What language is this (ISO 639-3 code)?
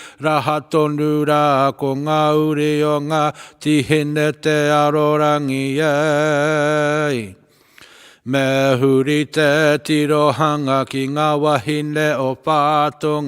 mri